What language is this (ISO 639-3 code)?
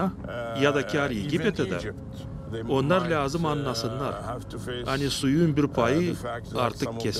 gag